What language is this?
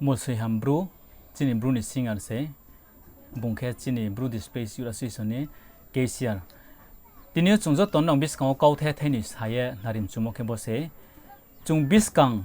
Riang (India)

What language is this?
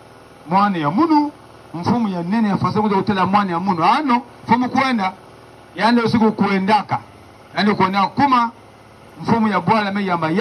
Kituba (Democratic Republic of Congo)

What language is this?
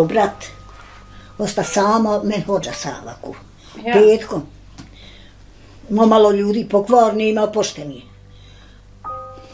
Bosnian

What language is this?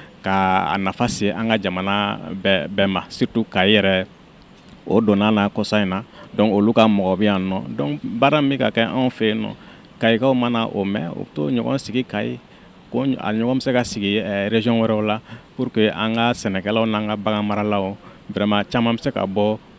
Bambara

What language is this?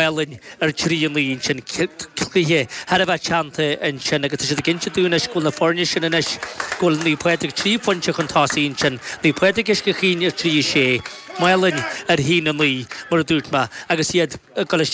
Irish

